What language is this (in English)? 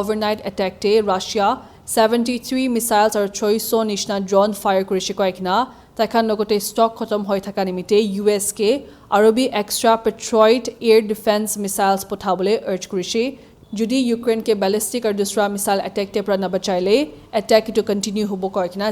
Naga Pidgin